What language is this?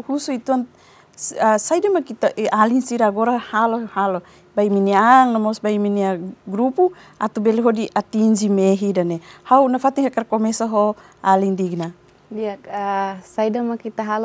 Tetum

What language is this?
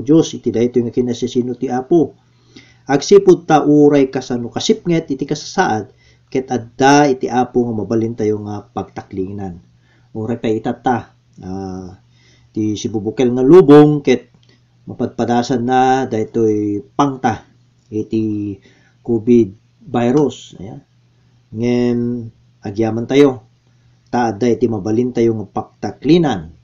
Iloko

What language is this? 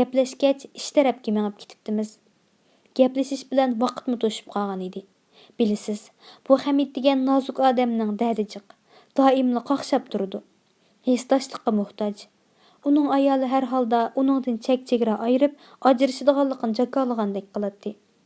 Uyghur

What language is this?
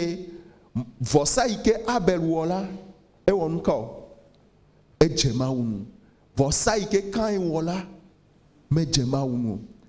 Ewe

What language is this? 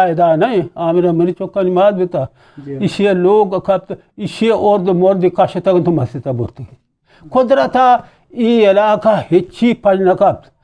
Eastern Balochi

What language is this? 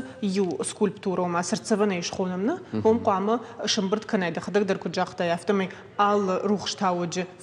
Ossetic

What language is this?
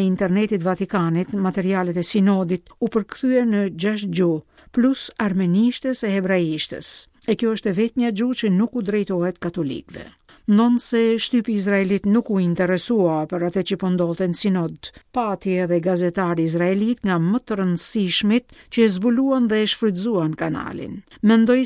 Albanian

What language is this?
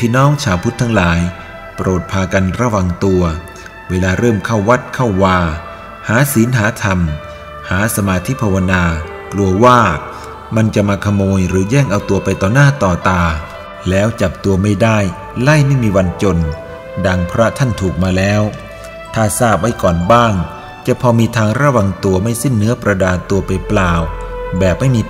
Thai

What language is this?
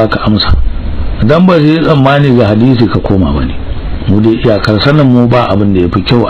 Hausa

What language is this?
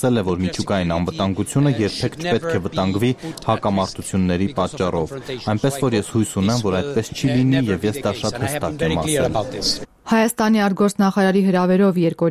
Armenian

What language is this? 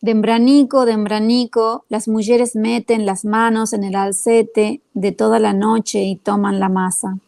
Ladino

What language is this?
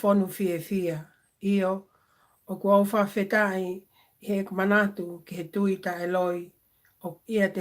Tongan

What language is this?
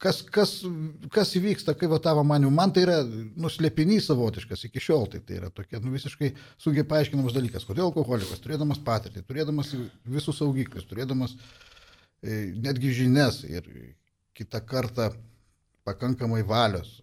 Lithuanian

